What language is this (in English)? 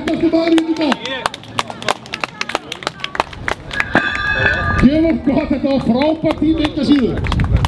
Icelandic